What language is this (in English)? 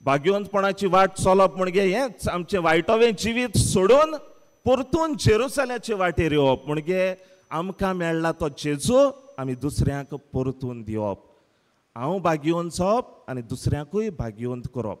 Konkani